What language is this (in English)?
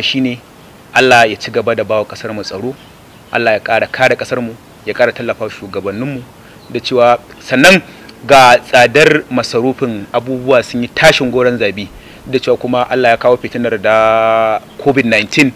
Hausa